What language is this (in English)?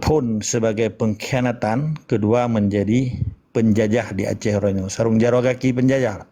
Achinese